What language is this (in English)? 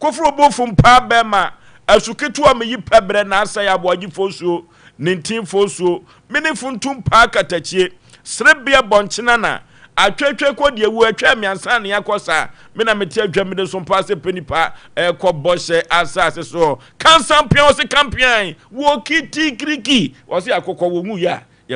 Akan